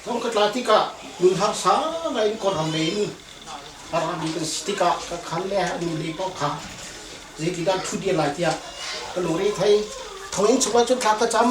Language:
Hakha Chin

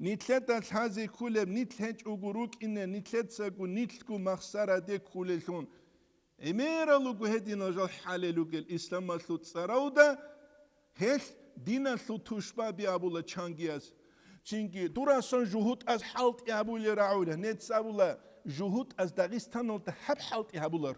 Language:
Avaric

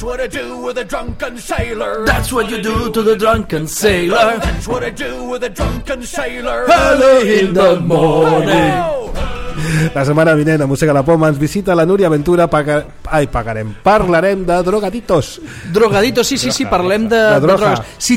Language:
Catalan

